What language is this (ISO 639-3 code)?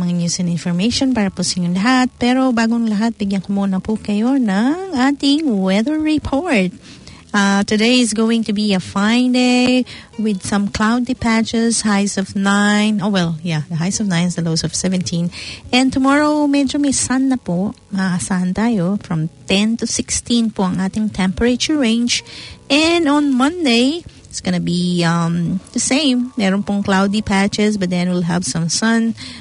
fil